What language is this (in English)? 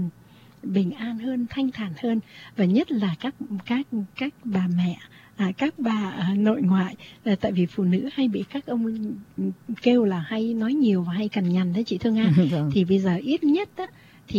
Vietnamese